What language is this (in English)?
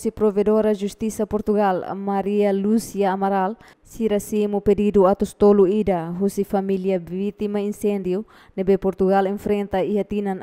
Tetum